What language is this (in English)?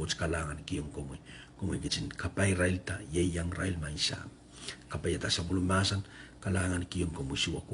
Pohnpeian